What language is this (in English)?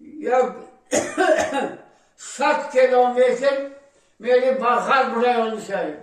Tajik